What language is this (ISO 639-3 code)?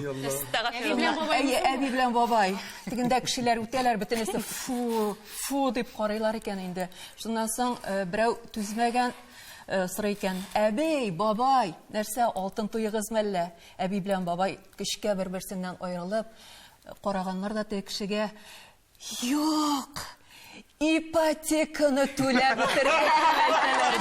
tat